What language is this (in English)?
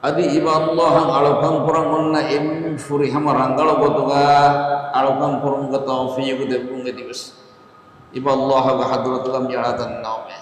Divehi